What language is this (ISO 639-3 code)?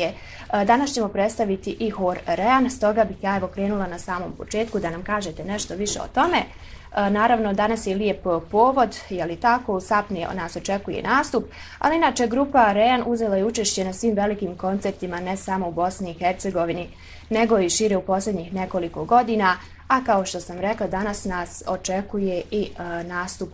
bos